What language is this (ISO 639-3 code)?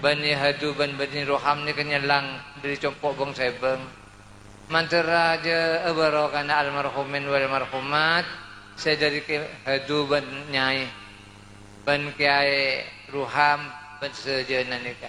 mad